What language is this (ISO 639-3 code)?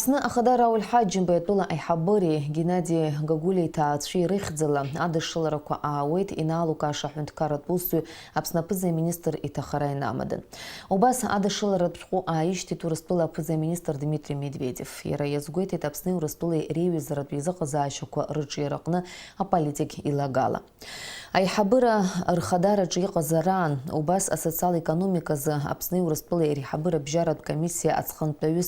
abk